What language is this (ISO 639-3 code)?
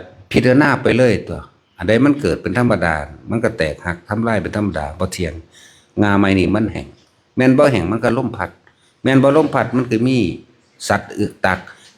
tts